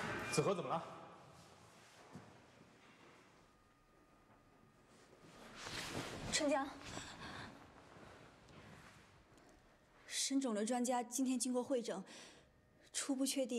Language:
Chinese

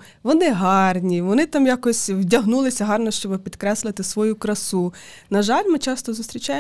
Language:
Ukrainian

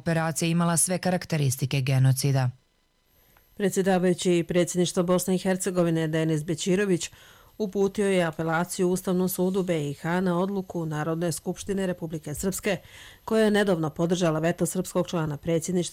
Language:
Bosnian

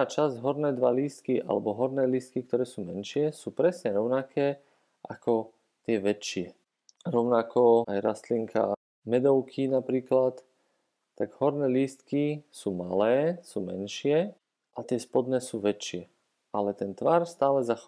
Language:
Slovak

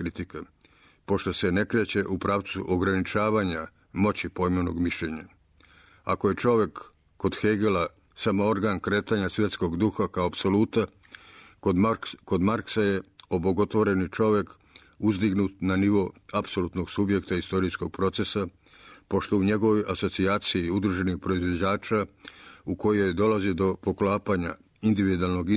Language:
Serbian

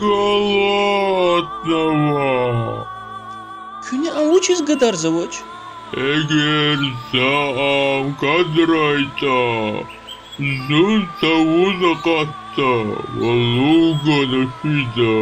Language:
Lezghian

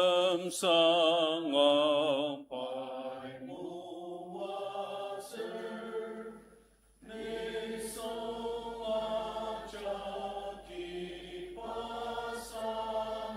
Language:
Ao Naga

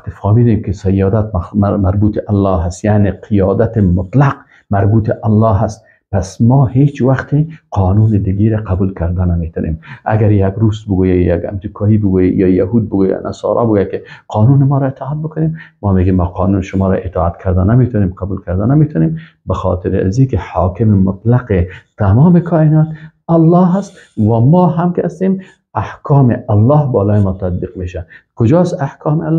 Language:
Persian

